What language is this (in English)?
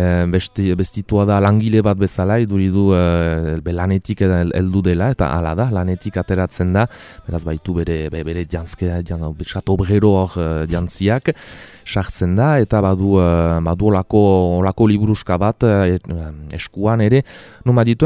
Basque